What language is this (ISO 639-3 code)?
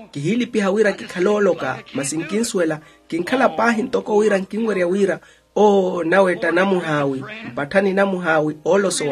vmw